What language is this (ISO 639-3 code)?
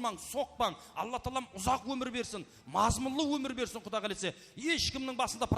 kaa